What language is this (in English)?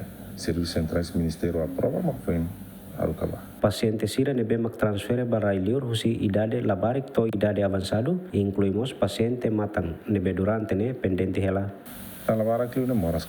Tetum